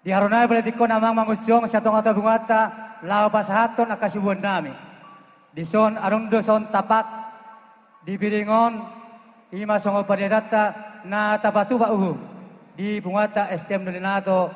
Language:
Batak Toba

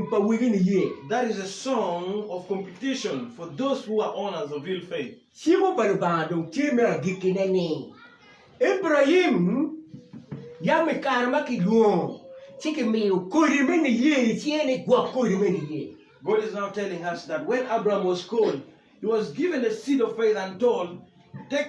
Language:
Acoli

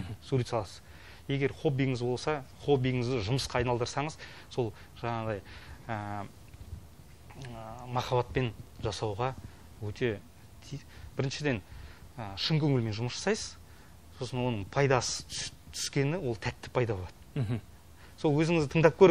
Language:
Kazakh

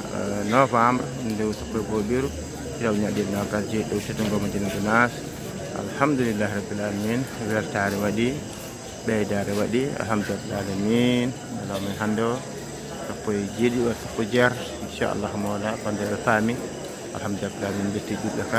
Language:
Fula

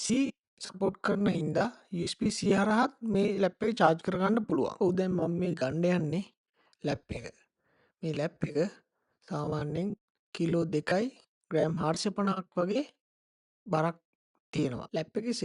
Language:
Sinhala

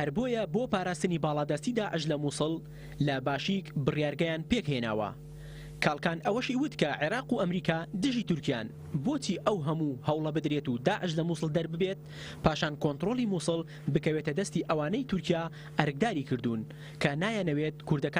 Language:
Central Kurdish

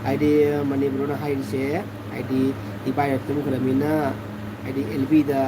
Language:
Manipuri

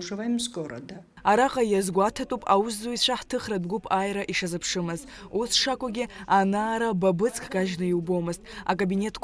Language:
Abkhazian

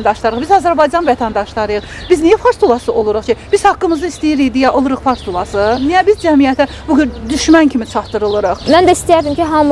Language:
Azerbaijani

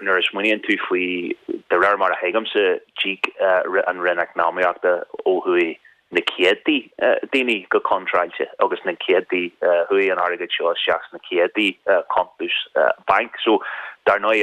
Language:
Irish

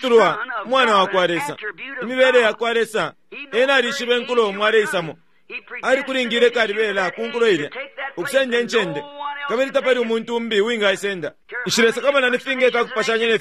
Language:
Bemba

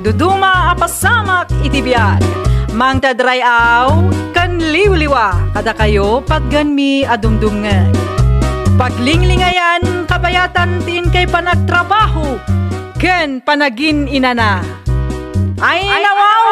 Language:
Iloko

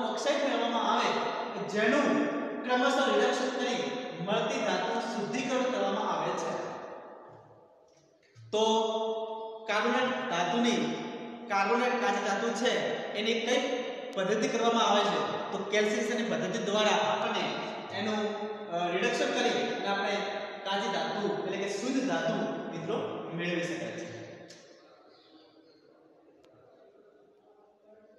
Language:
Gujarati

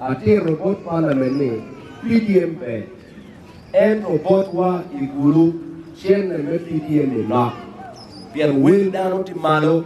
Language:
Acoli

